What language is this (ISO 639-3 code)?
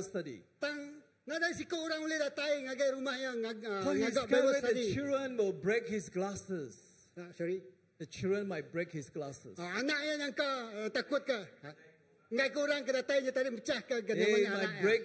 iba